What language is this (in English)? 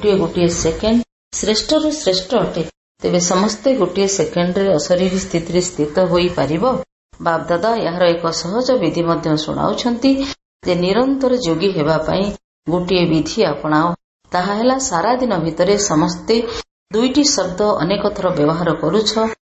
Odia